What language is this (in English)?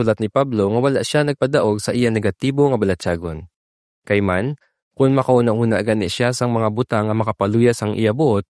Hiligaynon